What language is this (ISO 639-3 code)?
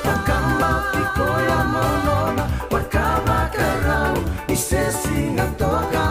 fij